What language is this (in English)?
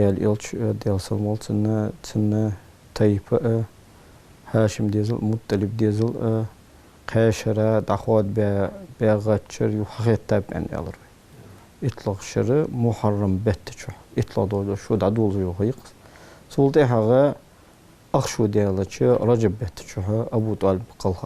Ingush